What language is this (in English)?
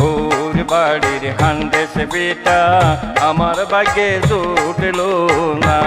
Sylheti